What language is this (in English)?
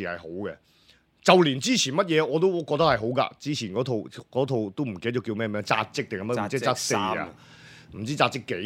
Cantonese